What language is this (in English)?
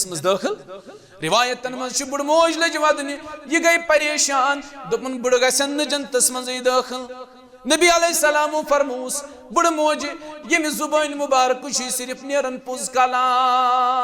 Kashmiri